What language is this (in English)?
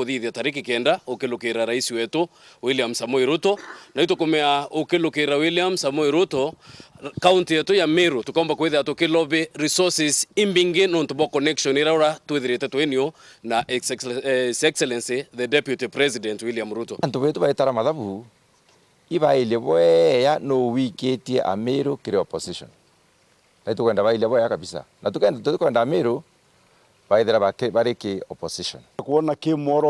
Meru